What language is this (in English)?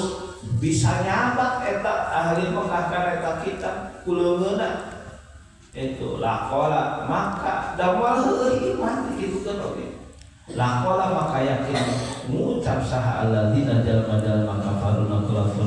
Sundanese